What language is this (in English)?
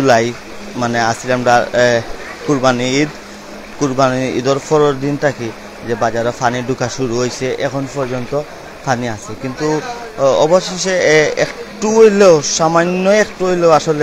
Sylheti